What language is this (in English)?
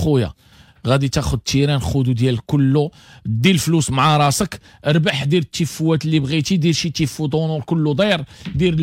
Moroccan Arabic